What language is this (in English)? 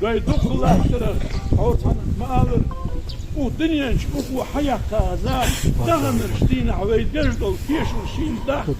Ingush